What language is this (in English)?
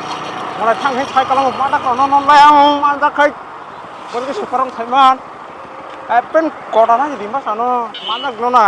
Kok Borok